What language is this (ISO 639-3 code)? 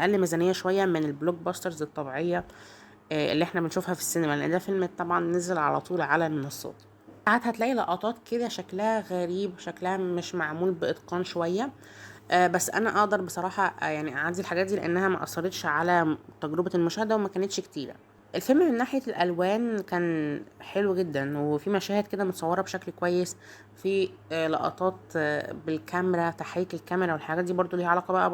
arz